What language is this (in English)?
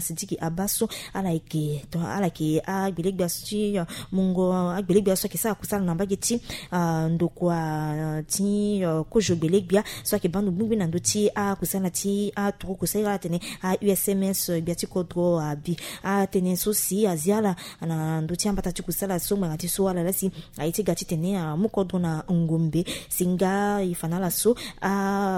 Sango